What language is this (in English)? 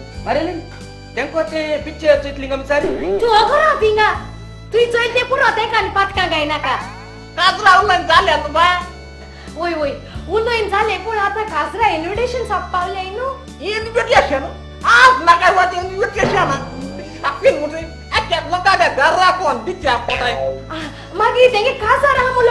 Konkani